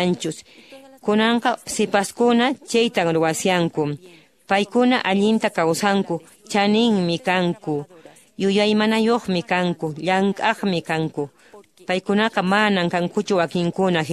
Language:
Quechua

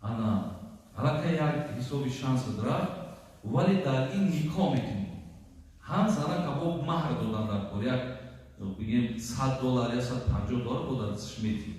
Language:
Tajik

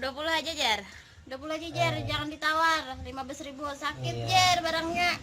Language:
Banjar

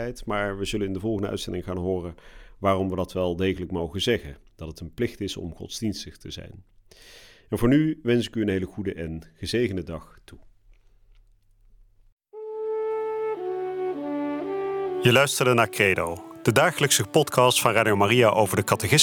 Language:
Dutch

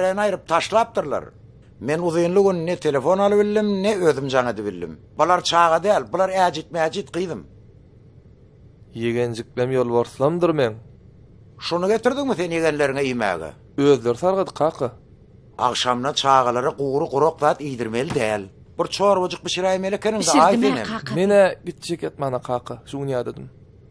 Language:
Turkmen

